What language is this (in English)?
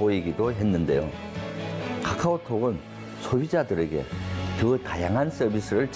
Korean